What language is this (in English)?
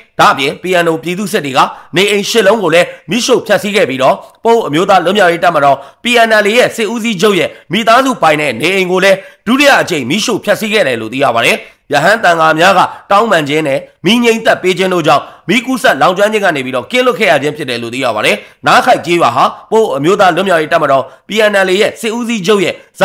Burmese